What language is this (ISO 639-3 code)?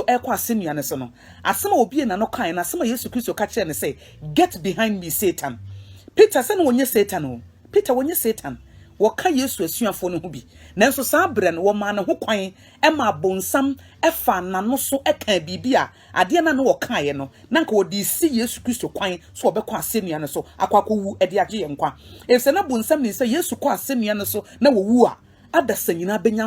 aka